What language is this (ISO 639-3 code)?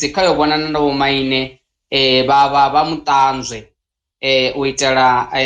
ven